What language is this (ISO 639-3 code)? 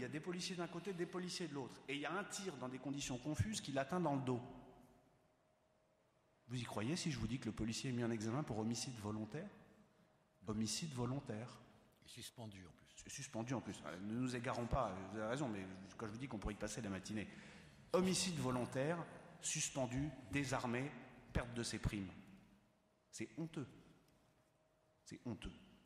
fra